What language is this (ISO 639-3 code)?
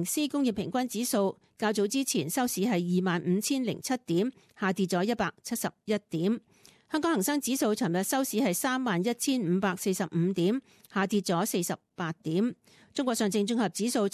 yue